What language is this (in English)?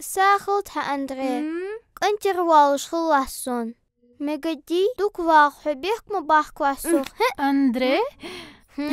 Ingush